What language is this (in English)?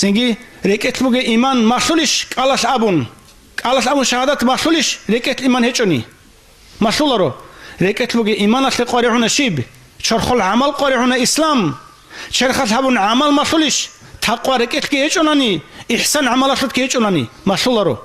Avaric